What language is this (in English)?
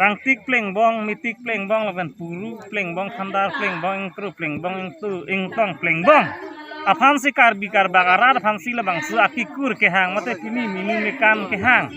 Karbi